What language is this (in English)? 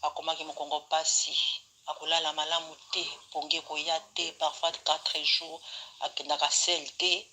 Lingala